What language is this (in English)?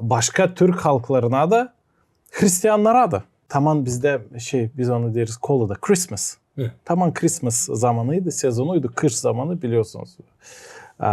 Gagauz